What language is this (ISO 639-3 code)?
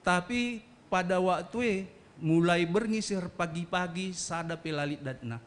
btx